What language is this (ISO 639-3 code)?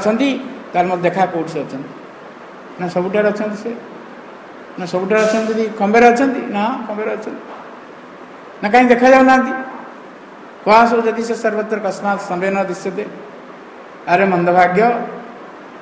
ori